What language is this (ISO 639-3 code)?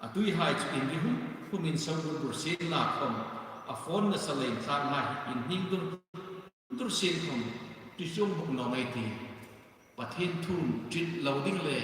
hmr